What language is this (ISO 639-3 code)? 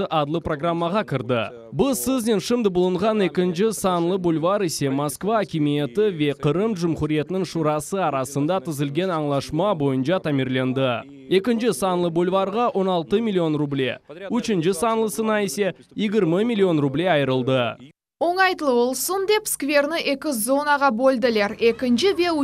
crh